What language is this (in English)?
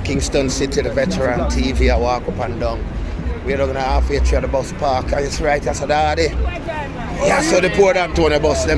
Jamaican Creole English